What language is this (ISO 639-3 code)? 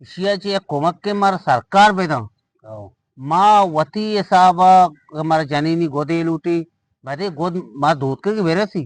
bgp